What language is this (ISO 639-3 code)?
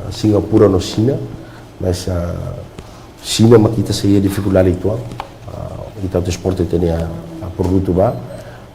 tet